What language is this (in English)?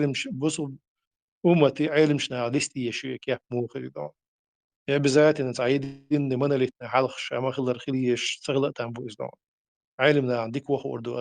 Chechen